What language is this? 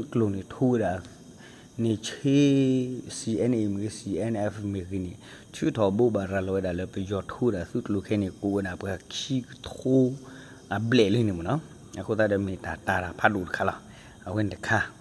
S'gaw Karen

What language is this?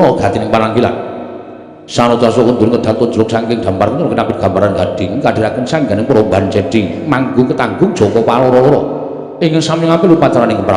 Javanese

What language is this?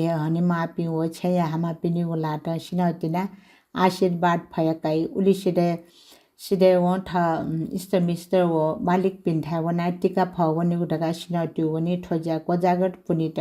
Newari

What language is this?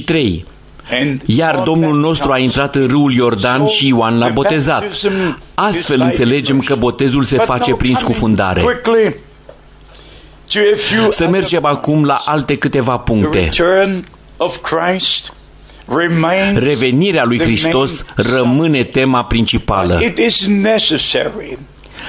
Romanian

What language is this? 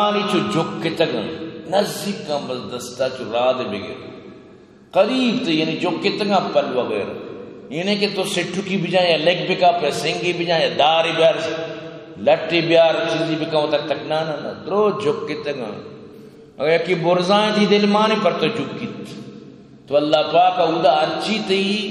Eastern Balochi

